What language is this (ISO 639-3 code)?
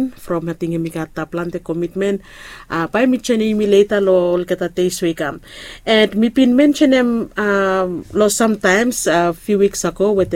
bis